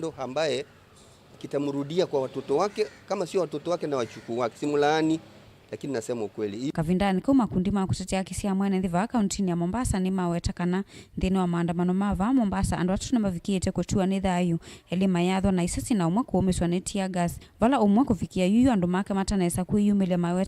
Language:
Kamba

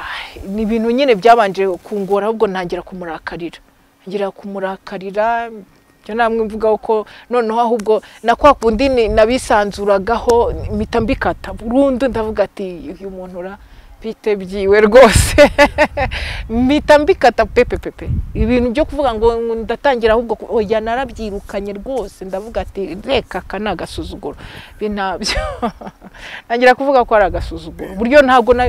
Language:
Kinyarwanda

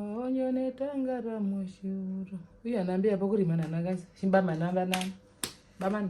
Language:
Herero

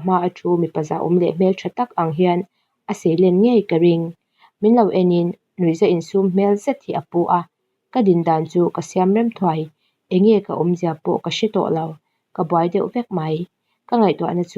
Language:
Mizo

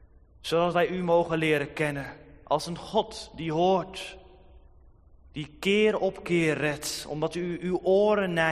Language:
Dutch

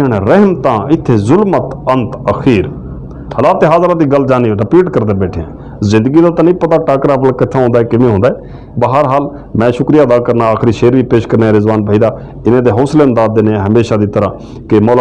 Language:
Saraiki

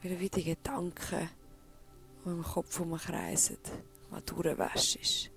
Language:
Swiss German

